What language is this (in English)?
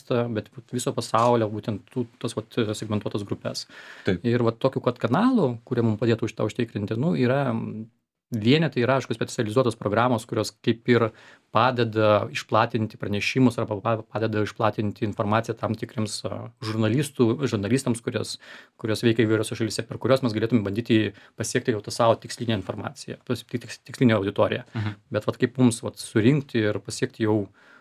Lithuanian